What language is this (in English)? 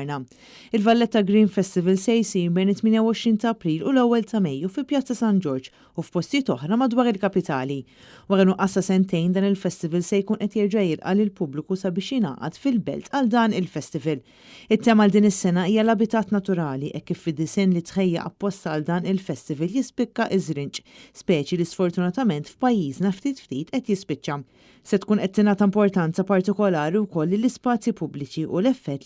Maltese